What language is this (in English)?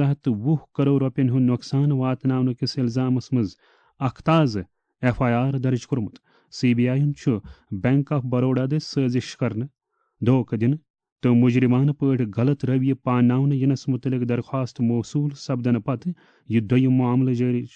Kashmiri